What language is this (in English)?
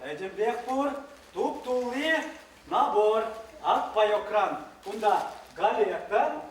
Chuvash